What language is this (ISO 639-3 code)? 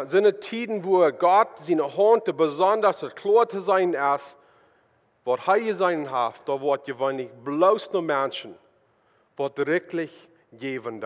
pdt